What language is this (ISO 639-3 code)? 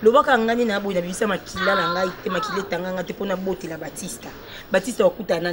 lin